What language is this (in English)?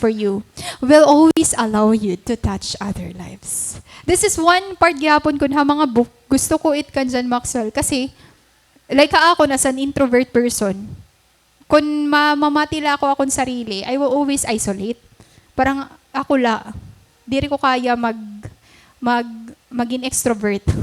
Waray